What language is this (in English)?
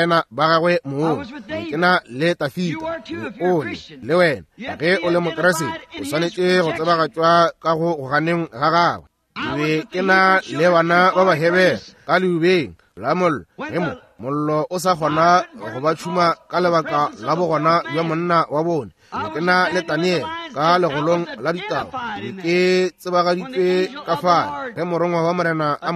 Northern Sotho